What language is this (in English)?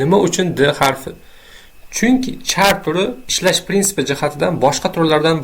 Uzbek